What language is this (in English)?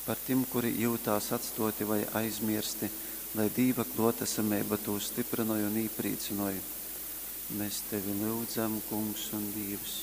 Latgalian